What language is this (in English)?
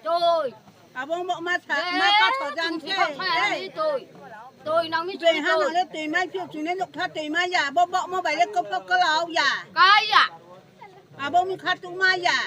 Riang (India)